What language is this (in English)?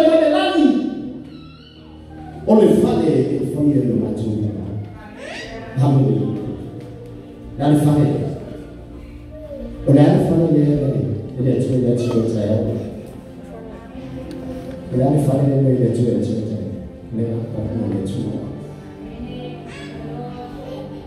Samoan